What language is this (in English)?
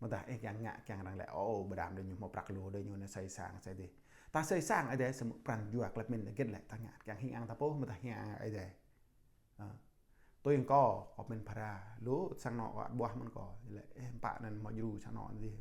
Jarai